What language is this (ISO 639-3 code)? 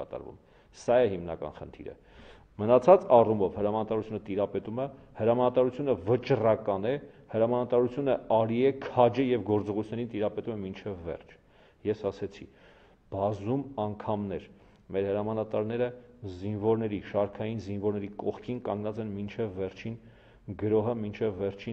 hye